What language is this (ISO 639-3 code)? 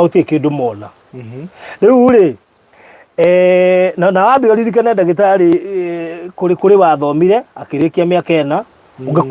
kik